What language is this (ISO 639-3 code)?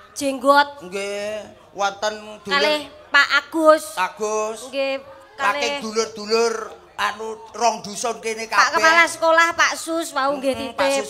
jav